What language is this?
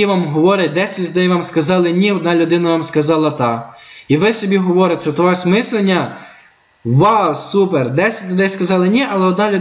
Ukrainian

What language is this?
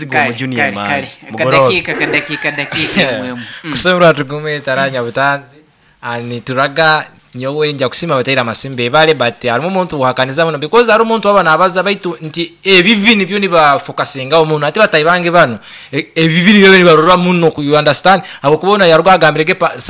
Nyoro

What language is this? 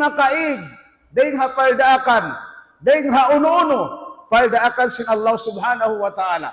Tausug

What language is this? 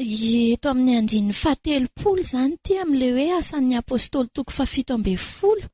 Malagasy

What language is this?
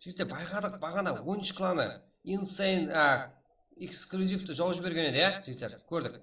Kara-Kalpak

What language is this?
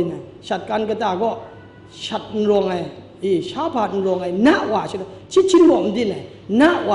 Kachin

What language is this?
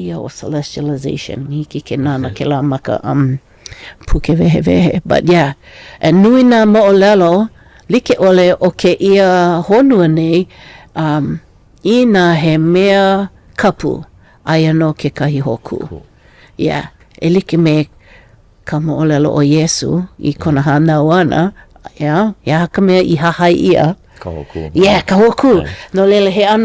Hawaiian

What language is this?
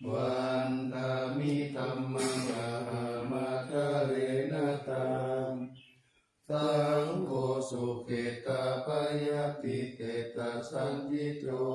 Pali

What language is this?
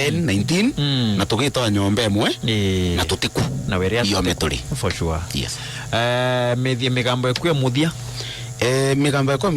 Meru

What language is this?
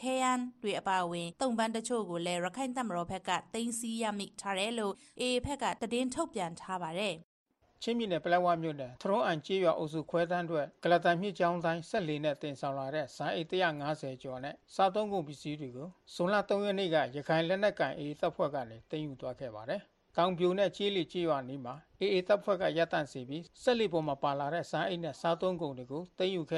Burmese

